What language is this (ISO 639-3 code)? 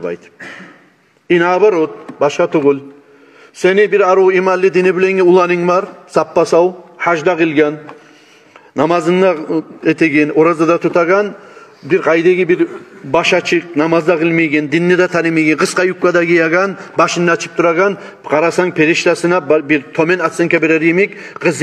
kum